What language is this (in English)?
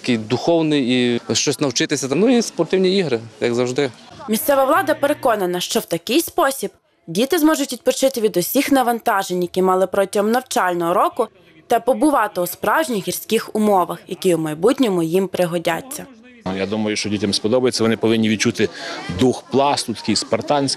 Ukrainian